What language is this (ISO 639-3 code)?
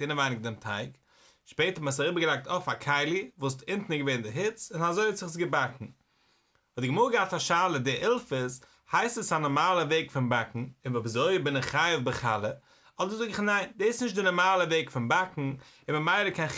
yid